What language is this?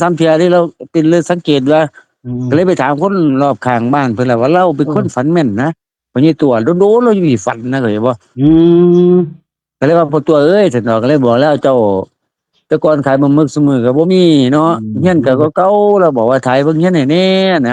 Northeastern Thai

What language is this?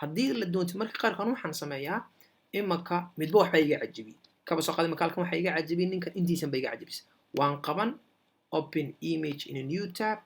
Somali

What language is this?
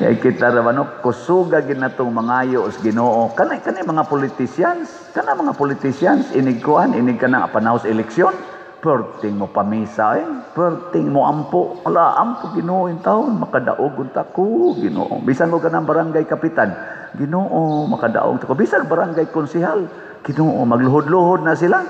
Cebuano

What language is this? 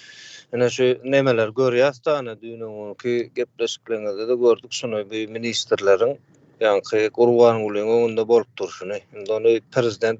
Turkmen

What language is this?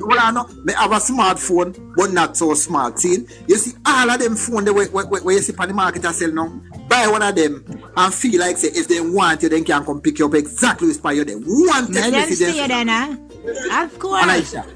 Jamaican Creole English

